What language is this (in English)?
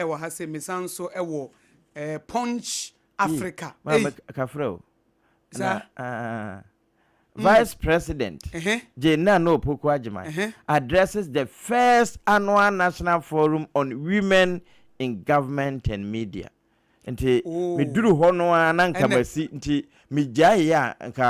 Akan